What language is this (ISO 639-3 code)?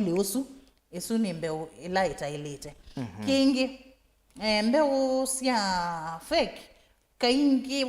kam